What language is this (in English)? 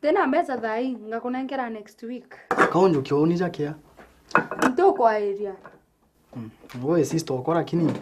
Meru